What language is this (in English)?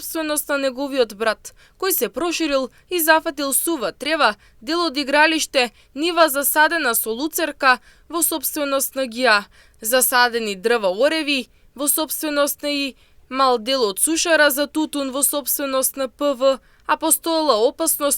Macedonian